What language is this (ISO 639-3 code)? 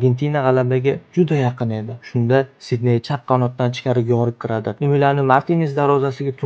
uzb